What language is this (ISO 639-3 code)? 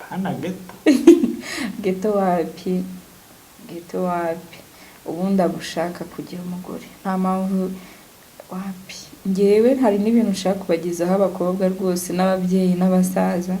kin